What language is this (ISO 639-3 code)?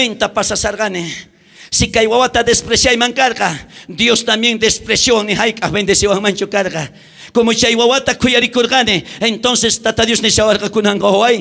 quh